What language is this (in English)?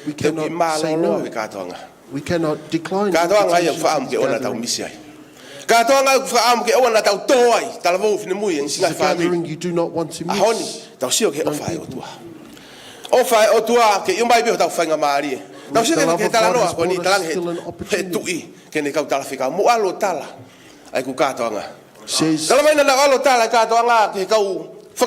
Tongan